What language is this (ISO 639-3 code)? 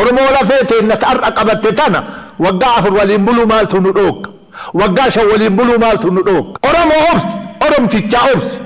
orm